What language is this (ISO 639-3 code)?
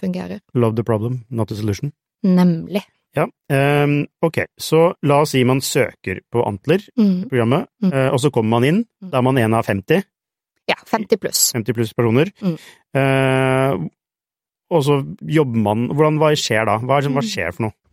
nor